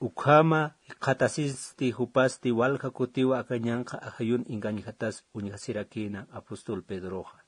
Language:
Aymara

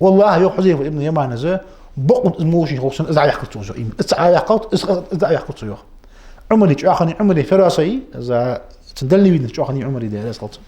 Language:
Ingush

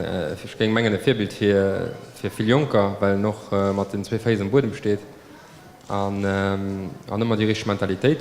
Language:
Luxembourgish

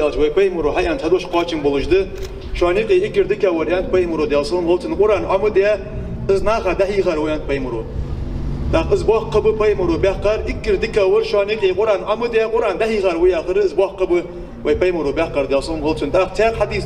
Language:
Ingush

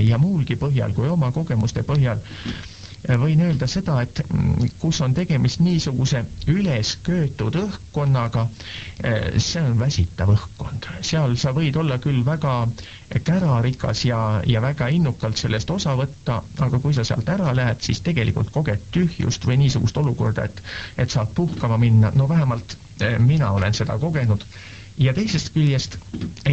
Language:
Estonian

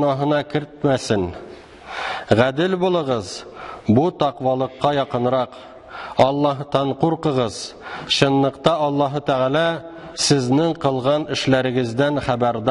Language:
Tatar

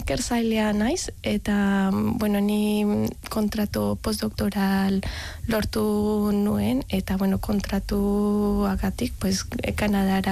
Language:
Basque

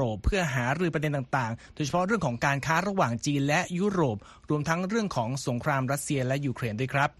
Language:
Thai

